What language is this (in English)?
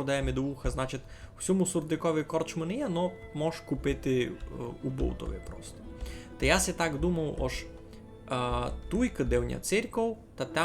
Rusyn